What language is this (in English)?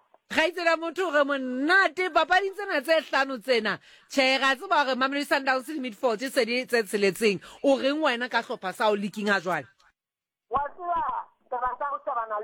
Southern Sotho